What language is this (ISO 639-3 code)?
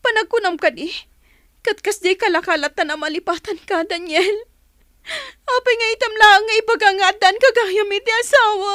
ilo